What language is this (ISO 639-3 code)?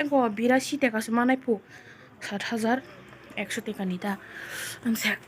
trp